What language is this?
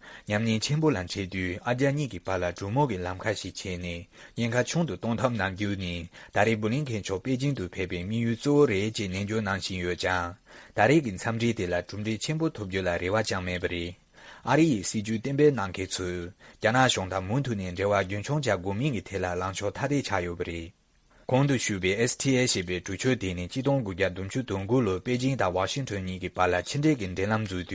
Tibetan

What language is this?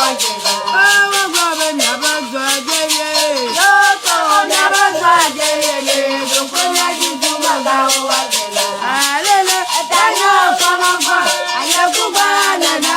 Ewe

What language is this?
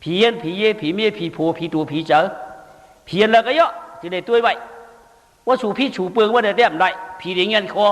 Shan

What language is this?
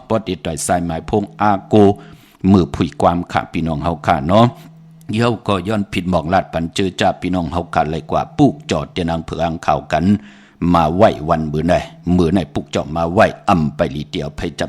Shan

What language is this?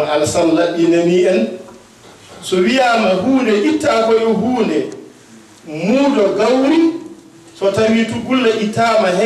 Fula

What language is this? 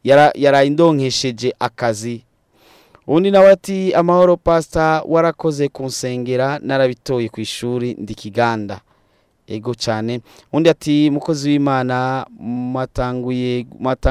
Rundi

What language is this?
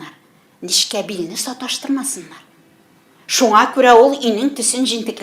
Tatar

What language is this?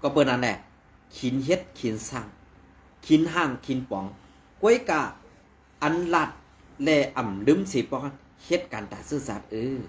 Shan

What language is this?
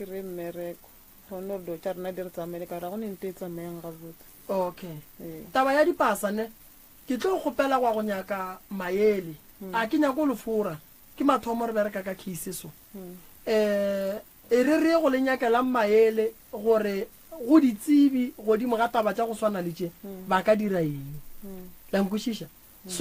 Northern Sotho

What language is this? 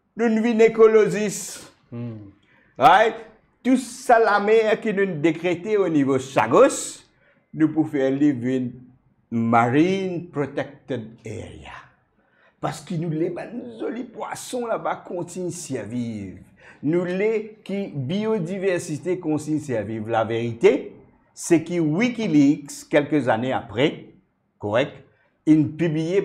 Morisyen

